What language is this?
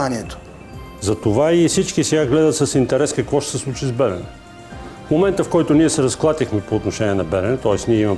Bulgarian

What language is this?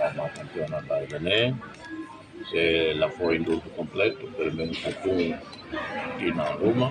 Tetum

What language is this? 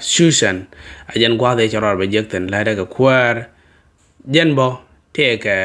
Nuer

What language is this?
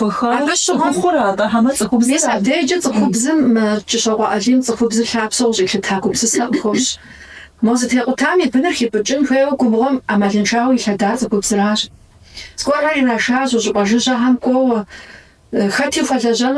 Kabardian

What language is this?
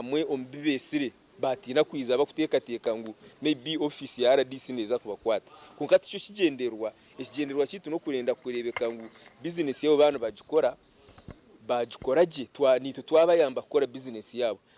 Nyankole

